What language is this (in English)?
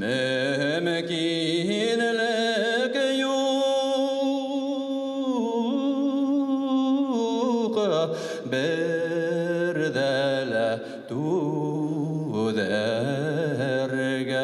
Bashkir